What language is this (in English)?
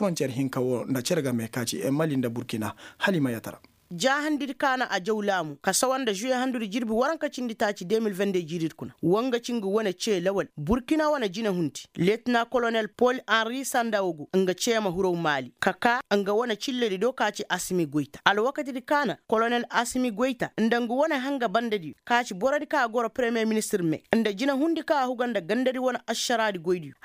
Koyraboro Senni